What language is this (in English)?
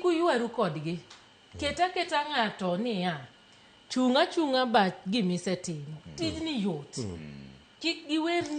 Luo (Kenya and Tanzania)